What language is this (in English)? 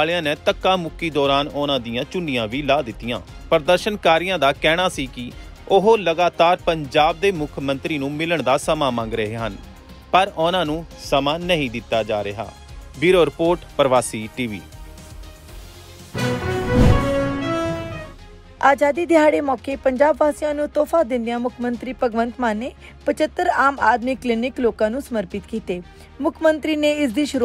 Punjabi